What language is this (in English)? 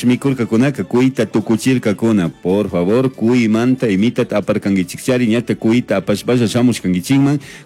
Chimborazo Highland Quichua